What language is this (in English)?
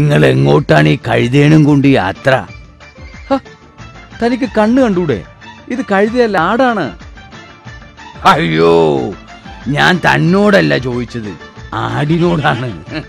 Malayalam